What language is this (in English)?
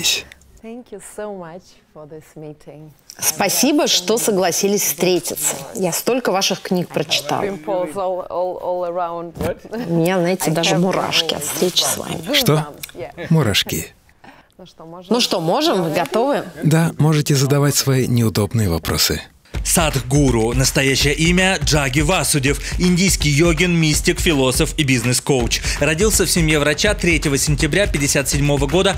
Russian